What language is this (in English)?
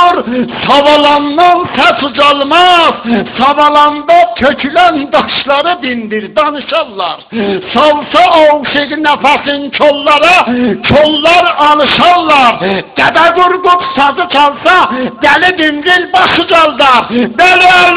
South Azerbaijani